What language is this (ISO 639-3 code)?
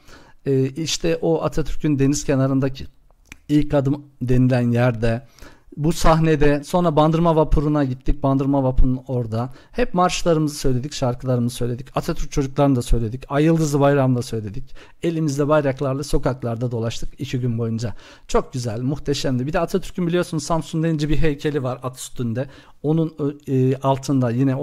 tur